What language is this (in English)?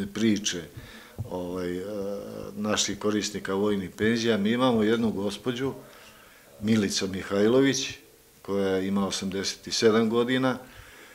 Serbian